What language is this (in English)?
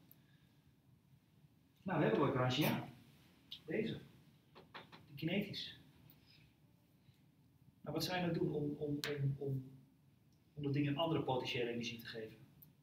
Dutch